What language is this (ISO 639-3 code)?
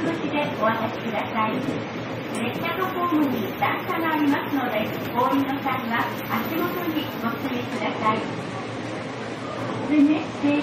jpn